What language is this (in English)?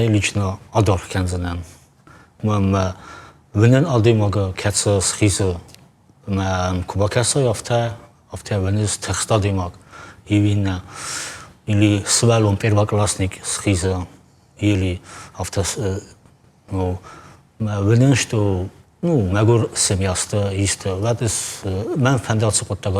Ossetic